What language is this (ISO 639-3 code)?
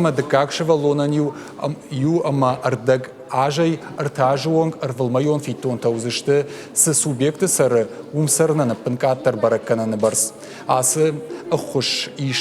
oss